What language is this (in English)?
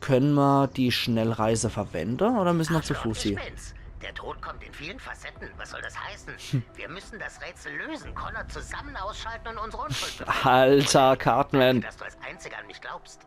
Palatine German